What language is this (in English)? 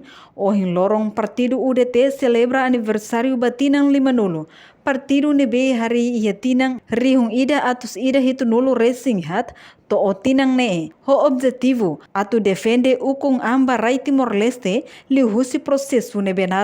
Tetum